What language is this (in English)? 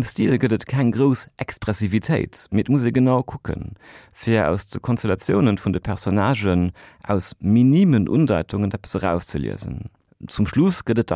Luxembourgish